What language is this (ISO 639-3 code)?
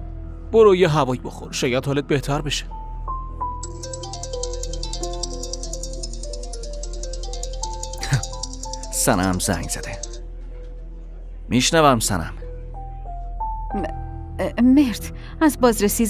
fas